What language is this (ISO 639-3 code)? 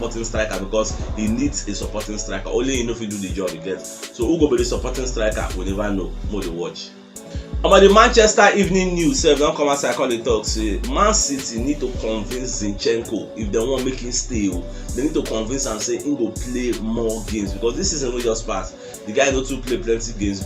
pcm